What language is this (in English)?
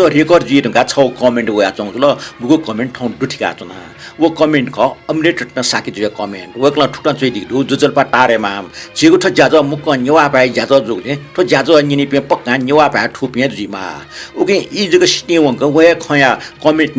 Newari